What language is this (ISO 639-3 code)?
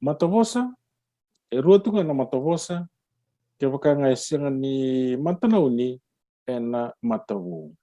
fij